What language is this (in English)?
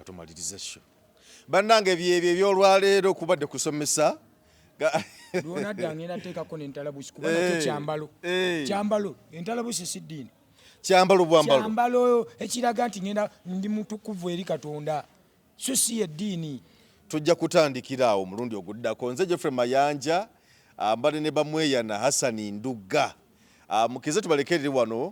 Ganda